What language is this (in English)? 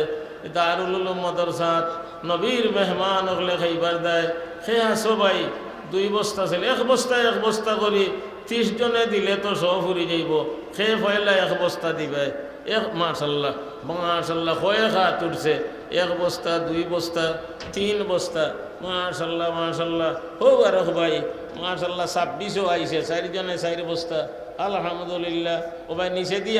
Sylheti